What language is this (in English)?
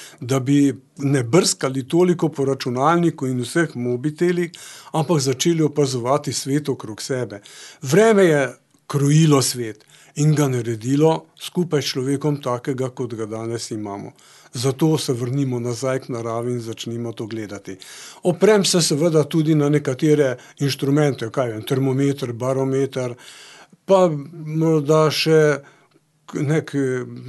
Slovenian